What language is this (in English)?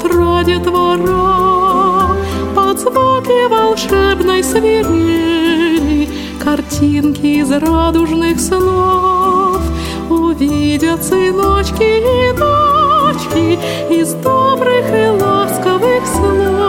Russian